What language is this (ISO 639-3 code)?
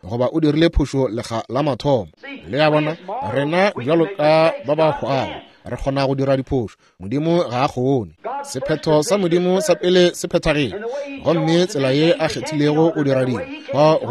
nso